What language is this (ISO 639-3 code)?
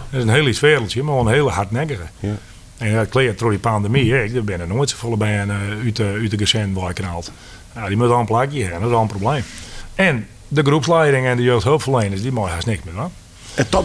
fry